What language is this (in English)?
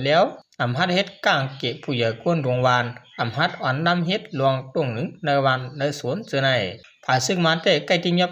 Shan